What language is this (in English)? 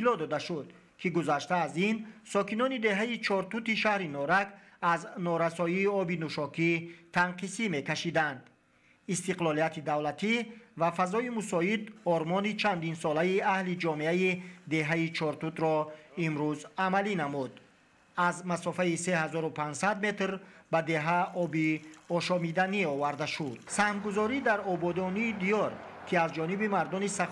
Tajik